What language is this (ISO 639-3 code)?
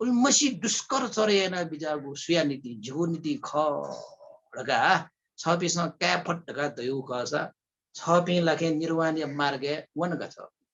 new